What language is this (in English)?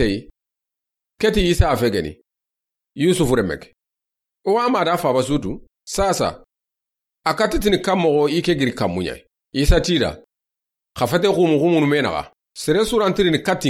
Soninke